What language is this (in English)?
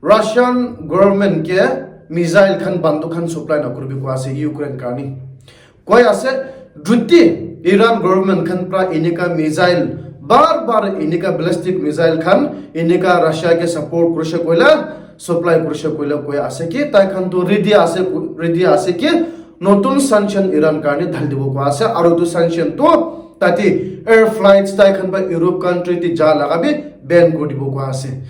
Naga Pidgin